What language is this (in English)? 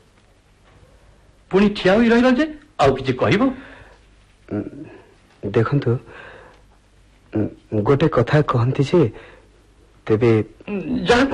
Odia